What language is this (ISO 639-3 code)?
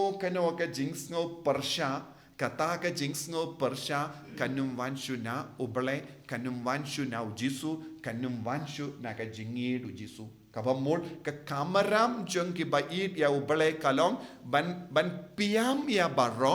kha